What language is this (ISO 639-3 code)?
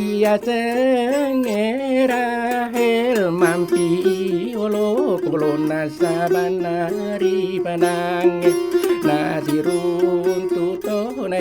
bug